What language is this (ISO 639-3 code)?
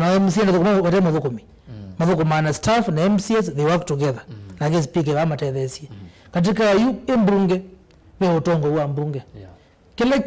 kam